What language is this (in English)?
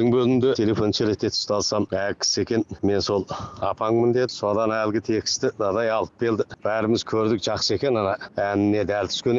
Kazakh